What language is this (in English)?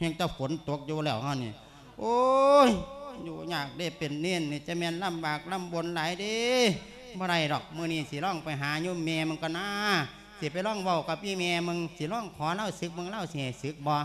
Lao